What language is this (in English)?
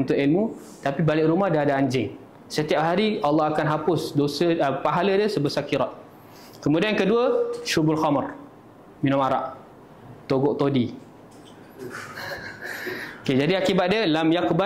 Malay